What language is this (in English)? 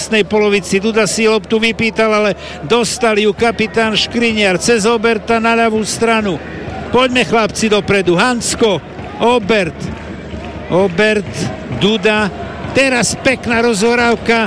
Slovak